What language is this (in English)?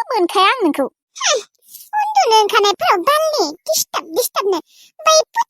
Bodo